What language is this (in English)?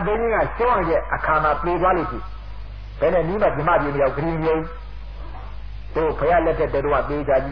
Burmese